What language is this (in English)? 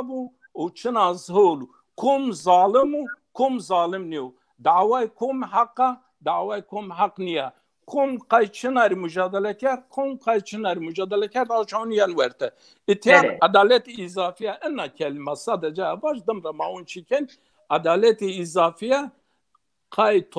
Zaza